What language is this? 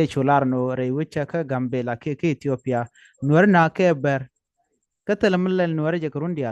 Nuer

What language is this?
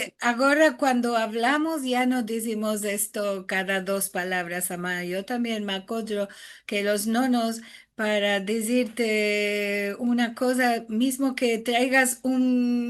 Ladino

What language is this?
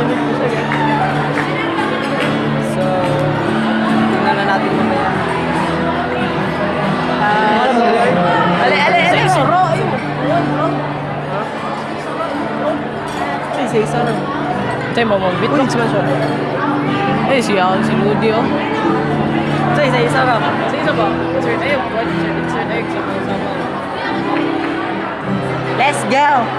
Filipino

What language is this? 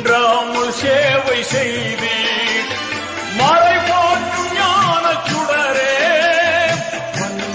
Tamil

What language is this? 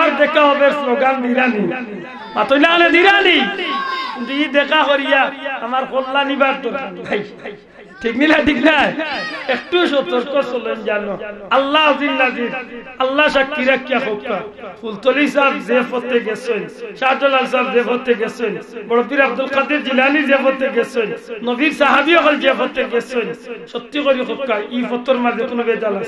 Sylheti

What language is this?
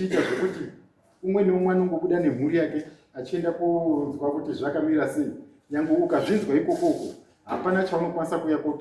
Shona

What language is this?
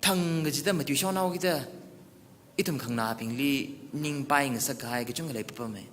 Tangkhul Naga (India)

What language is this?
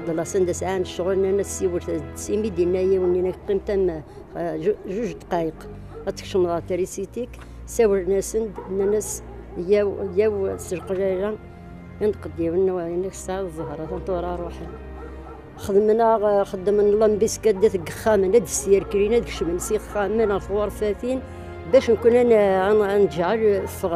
Kabyle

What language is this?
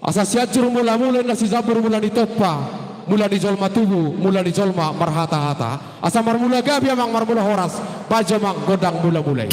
Batak Toba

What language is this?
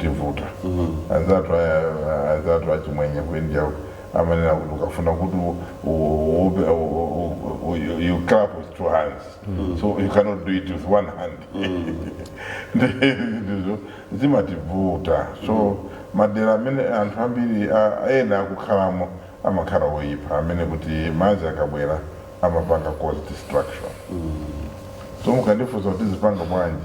Nyanja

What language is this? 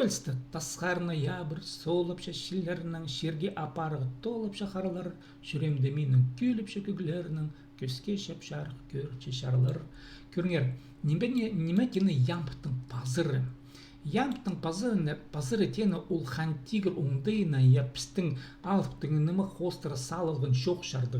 Khakas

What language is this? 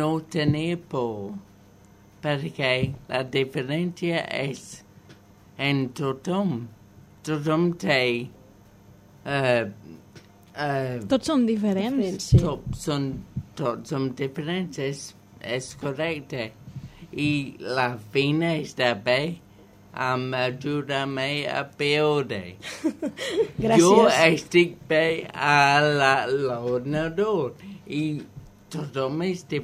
Catalan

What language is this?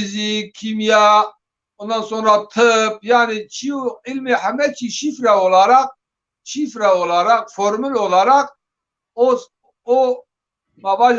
Zaza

